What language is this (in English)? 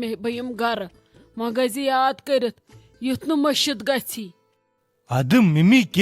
Kashmiri